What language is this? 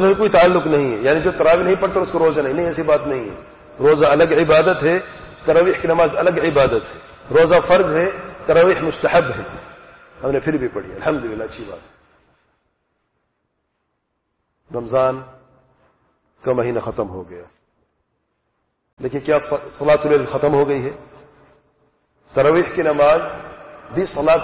Urdu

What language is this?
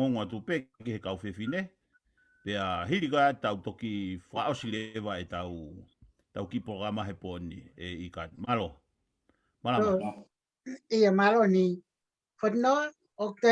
Tongan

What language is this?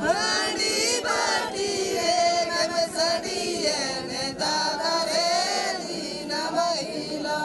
Santali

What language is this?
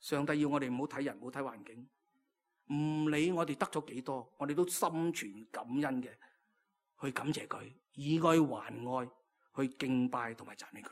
Cantonese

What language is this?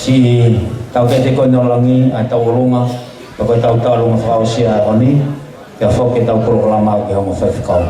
Tongan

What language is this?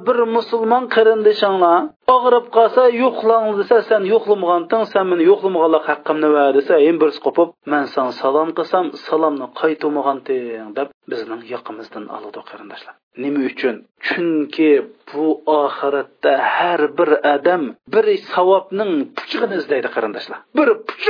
Uyghur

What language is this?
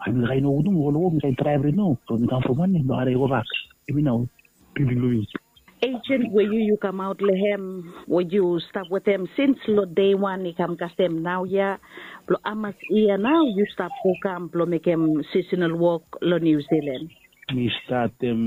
Bislama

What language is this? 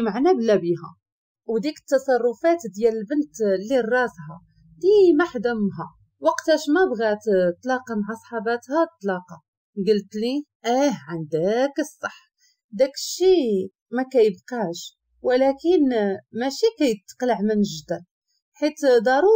Moroccan Arabic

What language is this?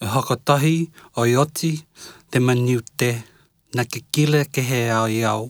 Niuean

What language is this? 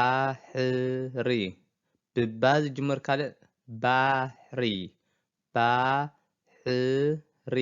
Tigrinya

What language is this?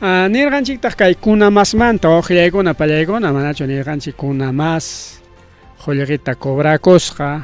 Ayacucho Quechua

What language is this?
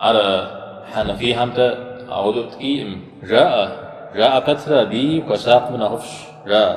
Kabardian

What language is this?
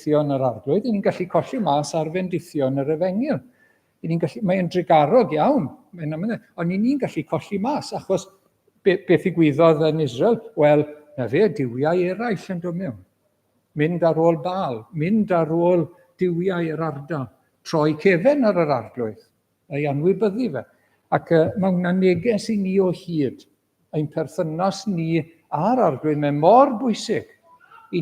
Welsh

